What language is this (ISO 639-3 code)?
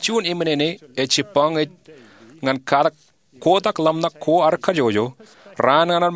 mah